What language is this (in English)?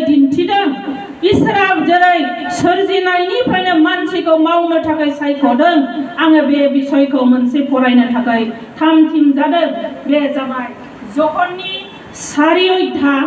Bodo